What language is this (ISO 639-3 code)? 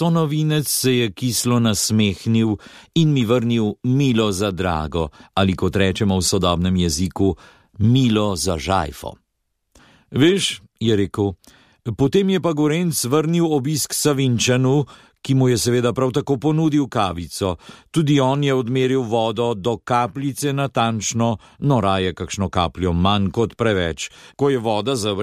slv